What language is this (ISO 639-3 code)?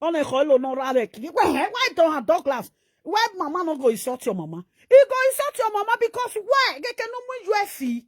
pcm